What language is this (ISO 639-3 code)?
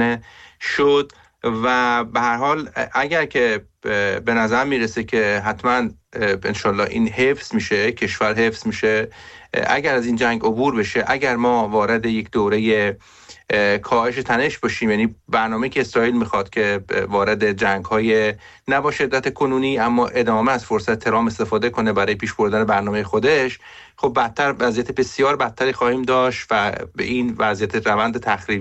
fas